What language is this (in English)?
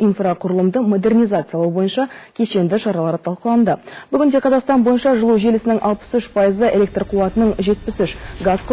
Kazakh